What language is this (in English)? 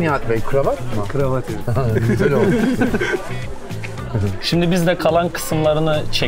Turkish